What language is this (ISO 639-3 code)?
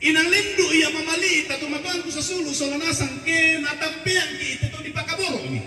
sda